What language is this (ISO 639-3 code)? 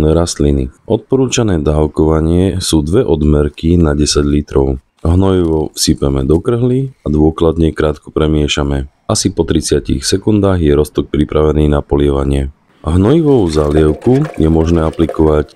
slk